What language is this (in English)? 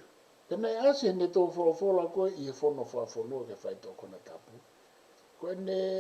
Tongan